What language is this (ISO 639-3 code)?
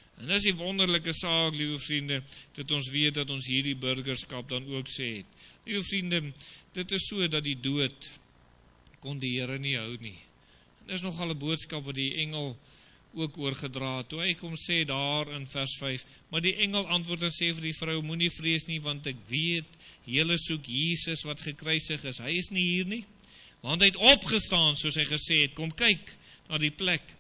afr